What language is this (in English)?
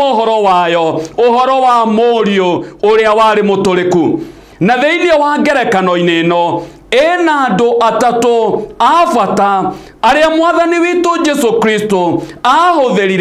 Kikuyu